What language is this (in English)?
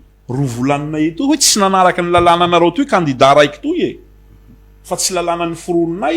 Malagasy